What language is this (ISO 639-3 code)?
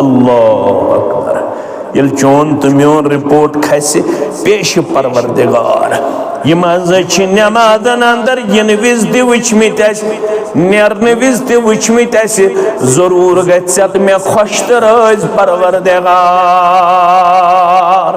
kas